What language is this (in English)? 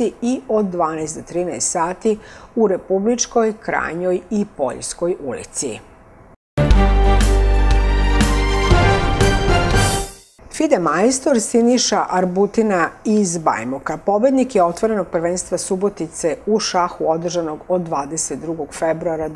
Serbian